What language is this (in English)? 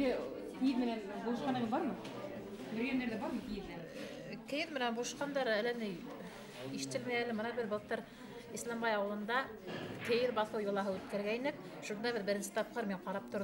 Bashkir